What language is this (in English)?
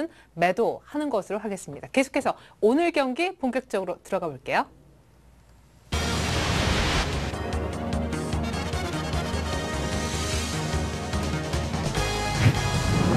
Korean